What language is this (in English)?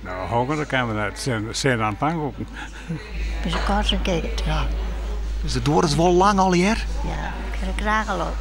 Western Frisian